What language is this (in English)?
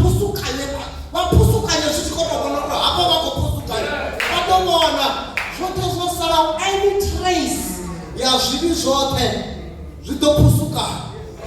Venda